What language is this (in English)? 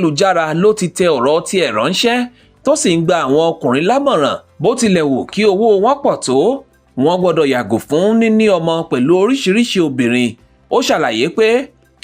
Yoruba